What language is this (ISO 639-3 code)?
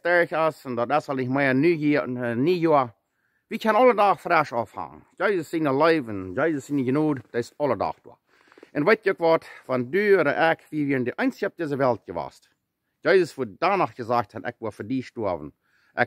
pdt